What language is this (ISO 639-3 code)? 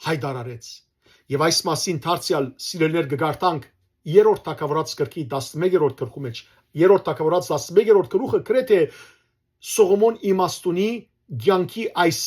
hyw